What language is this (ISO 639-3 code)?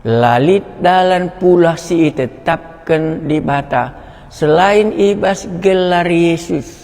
btx